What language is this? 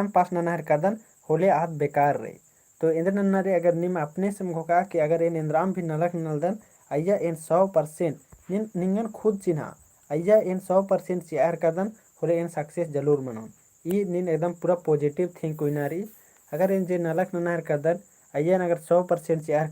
Kurukh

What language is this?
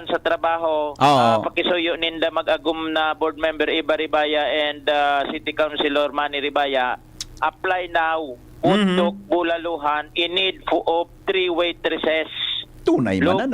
Bikol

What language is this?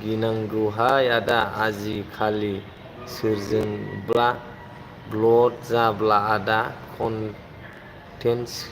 Bodo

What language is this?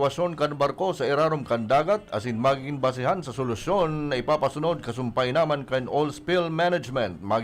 Bikol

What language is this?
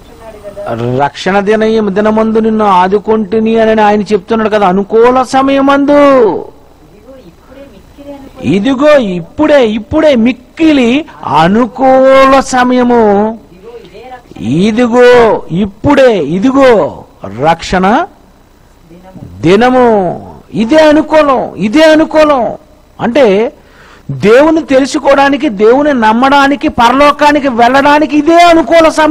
Telugu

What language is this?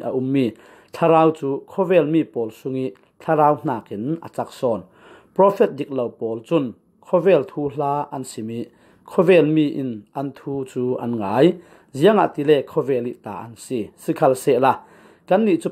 Falam Chin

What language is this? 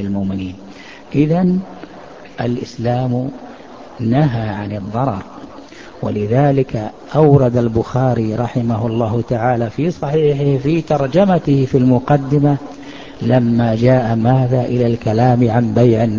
Arabic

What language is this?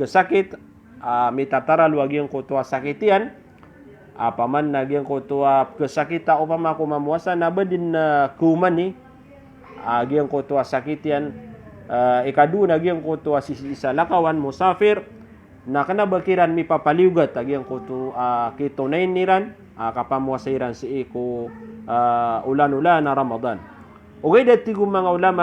Maranao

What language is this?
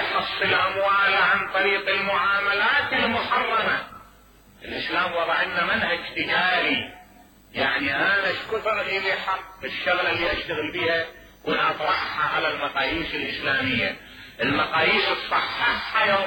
Mesopotamian Arabic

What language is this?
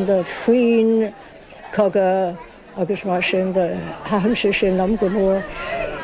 Irish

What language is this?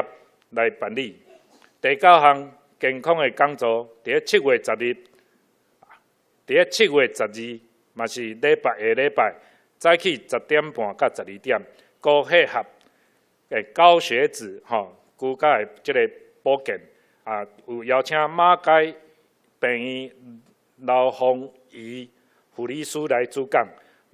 Min Nan Chinese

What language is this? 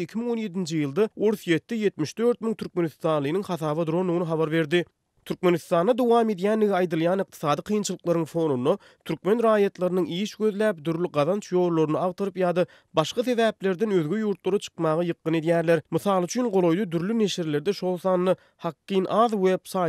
Turkmen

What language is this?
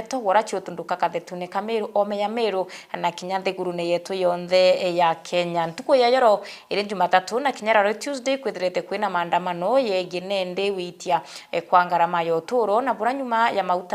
Meru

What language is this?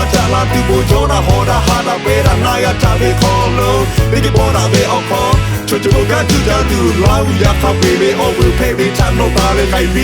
Lahu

